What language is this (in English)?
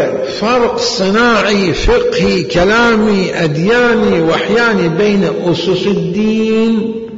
Mesopotamian Arabic